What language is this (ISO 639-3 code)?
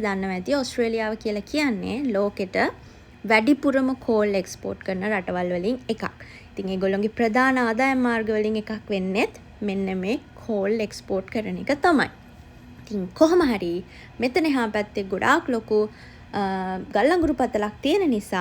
sin